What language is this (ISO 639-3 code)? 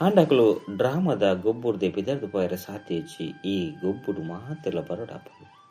tcy